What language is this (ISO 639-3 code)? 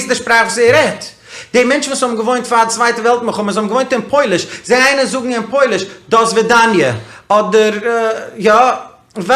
yid